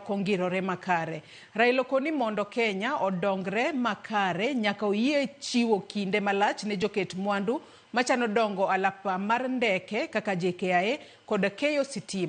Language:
Luo (Kenya and Tanzania)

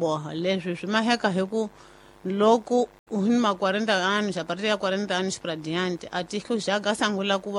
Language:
Tsonga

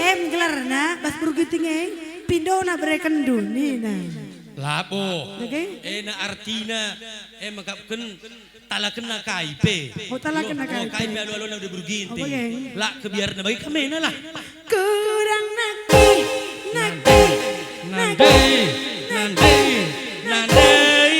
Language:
Batak Karo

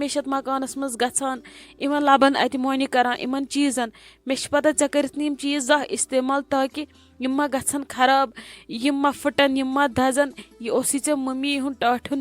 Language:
Kashmiri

